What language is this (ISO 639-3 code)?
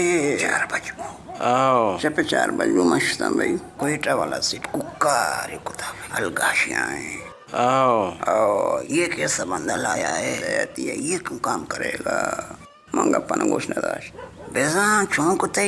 bal